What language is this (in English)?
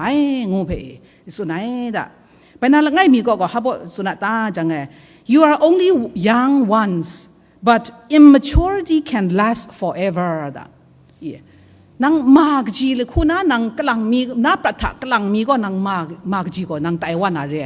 Kachin